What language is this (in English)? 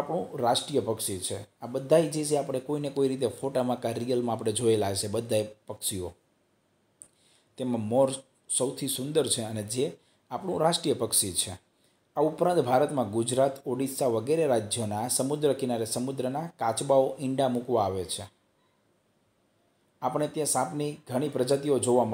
Gujarati